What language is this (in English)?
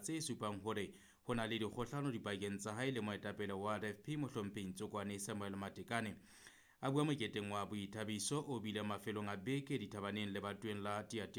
Southern Sotho